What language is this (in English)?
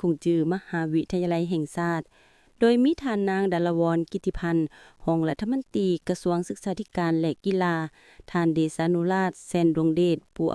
Lao